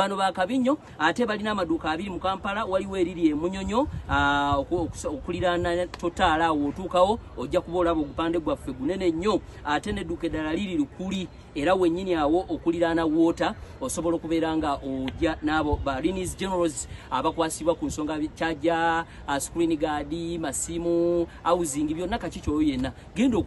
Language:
Ganda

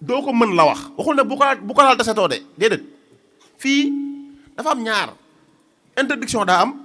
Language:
Wolof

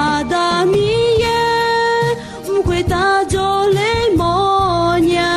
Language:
Akha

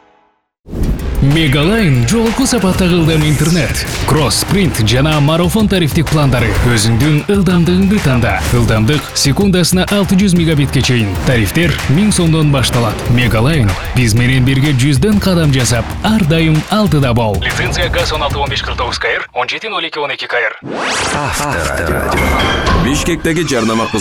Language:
Kyrgyz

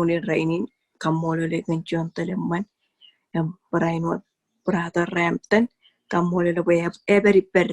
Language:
Marshallese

